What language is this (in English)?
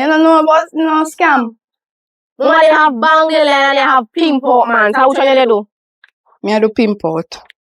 Jamaican Creole English